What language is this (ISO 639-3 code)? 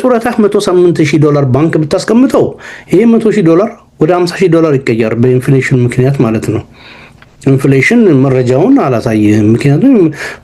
amh